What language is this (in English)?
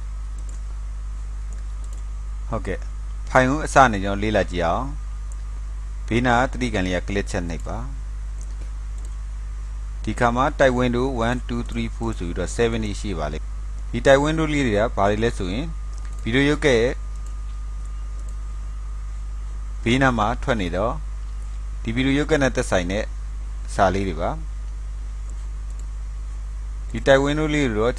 Burmese